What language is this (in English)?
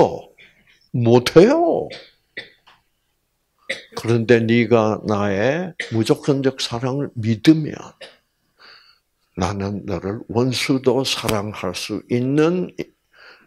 Korean